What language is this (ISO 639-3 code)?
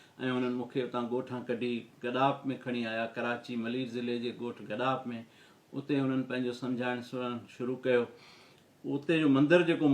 snd